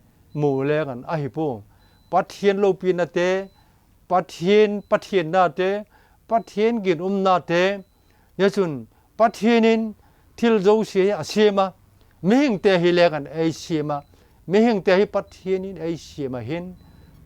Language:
Vaiphei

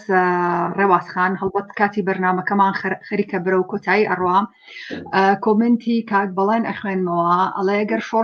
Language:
Central Kurdish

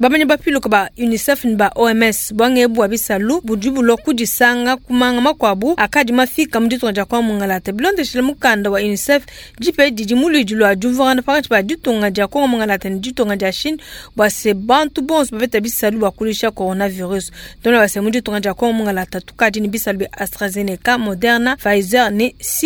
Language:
Luba-Lulua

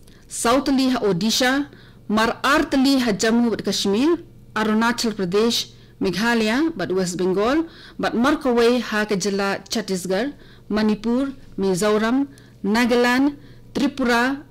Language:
Khasi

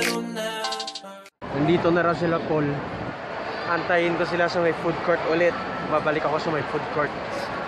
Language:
Filipino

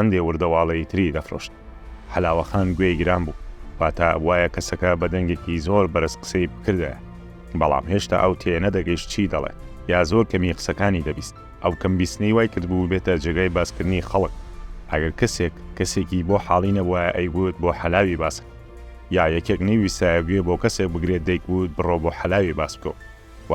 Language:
Central Kurdish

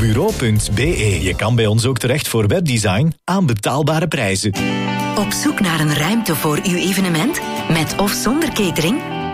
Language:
Dutch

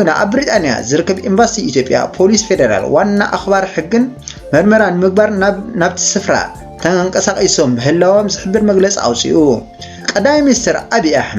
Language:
Tigrinya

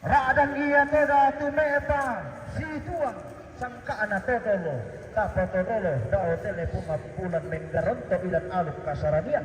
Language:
Toraja-Sa'dan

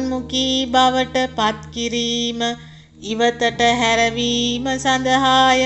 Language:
Sinhala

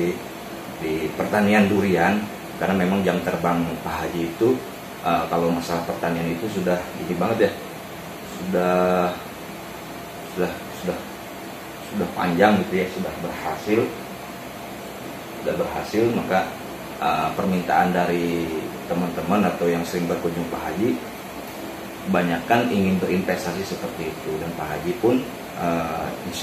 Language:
Indonesian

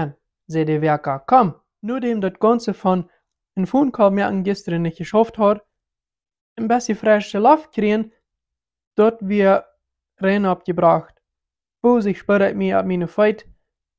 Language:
Plautdietsch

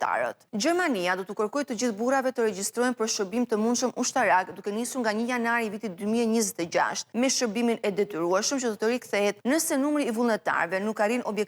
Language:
Albanian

